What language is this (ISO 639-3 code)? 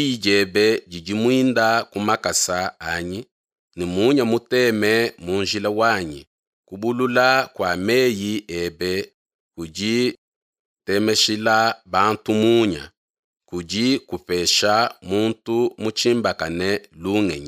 lua